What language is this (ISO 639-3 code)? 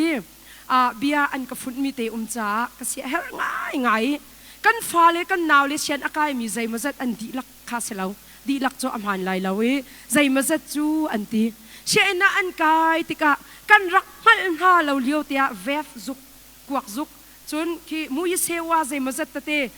cnh